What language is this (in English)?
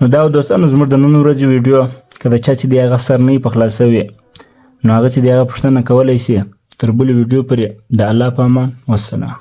Pashto